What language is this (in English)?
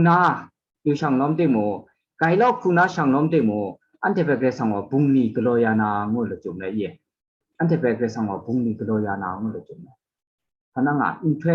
Kachin